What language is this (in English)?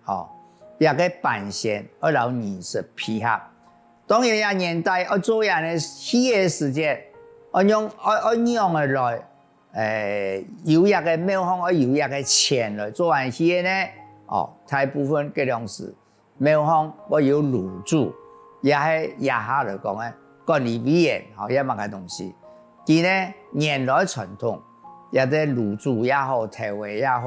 Hakka Chinese